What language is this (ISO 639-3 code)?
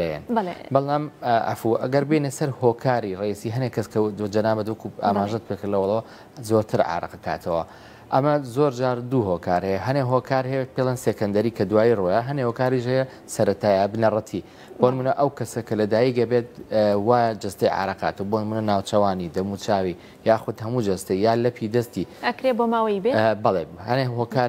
ckb